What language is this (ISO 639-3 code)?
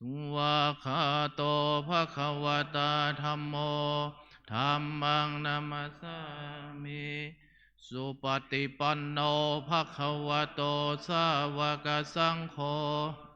pli